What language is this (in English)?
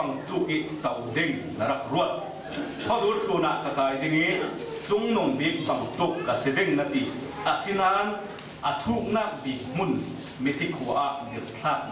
Falam Chin